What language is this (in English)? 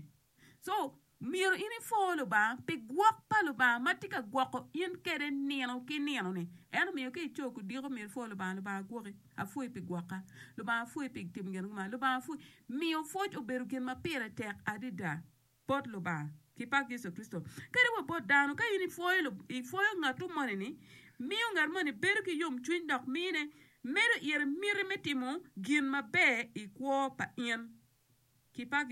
Acoli